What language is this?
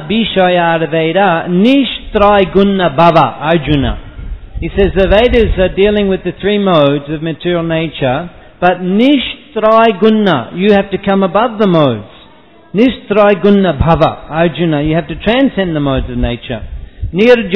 Telugu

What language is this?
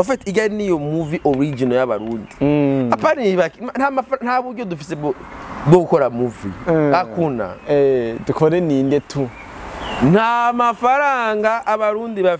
Rundi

